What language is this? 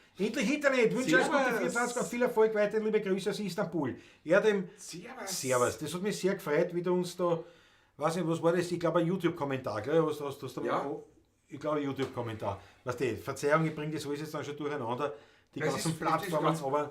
Bavarian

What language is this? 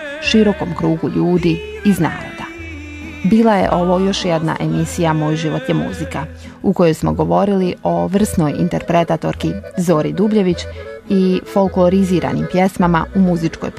Bosnian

